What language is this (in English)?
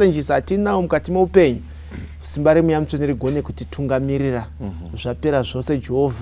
Shona